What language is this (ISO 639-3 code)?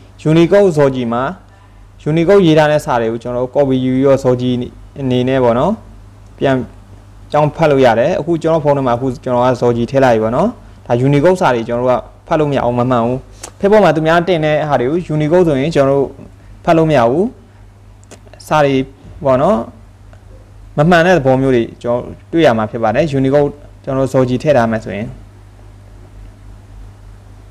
mya